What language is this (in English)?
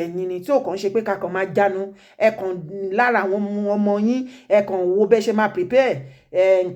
Yoruba